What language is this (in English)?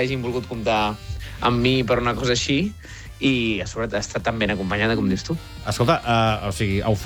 Catalan